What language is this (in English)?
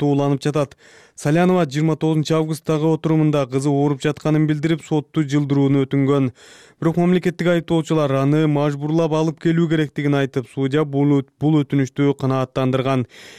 Kyrgyz